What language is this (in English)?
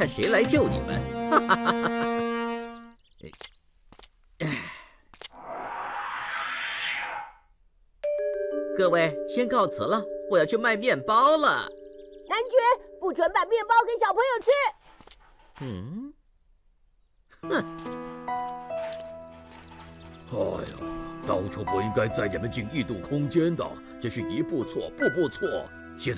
Chinese